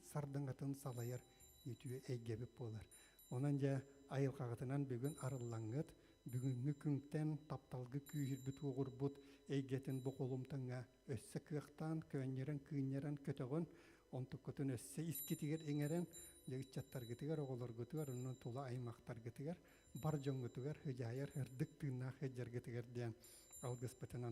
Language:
Yakut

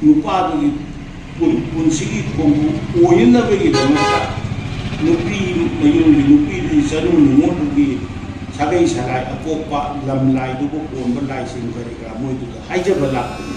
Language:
Manipuri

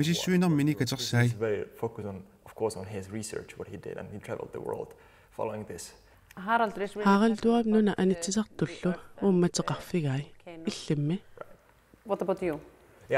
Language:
Kalaallisut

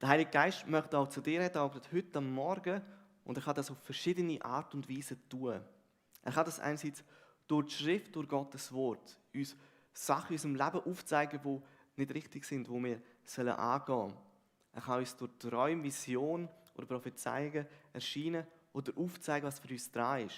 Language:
Swiss German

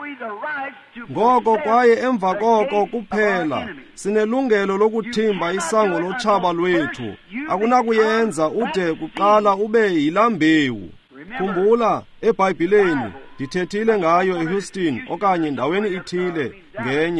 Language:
Xhosa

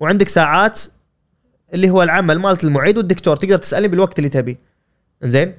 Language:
Gulf Arabic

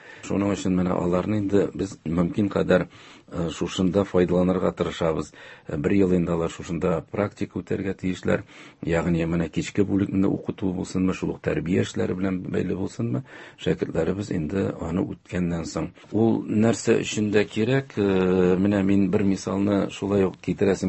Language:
Tatar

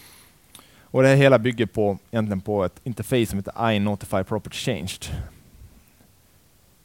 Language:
Swedish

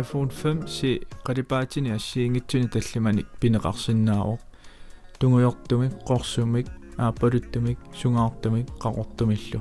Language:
Kalaallisut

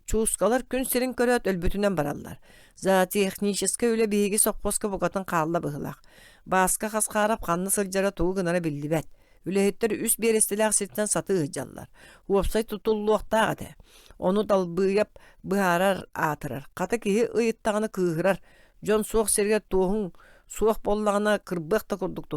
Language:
Yakut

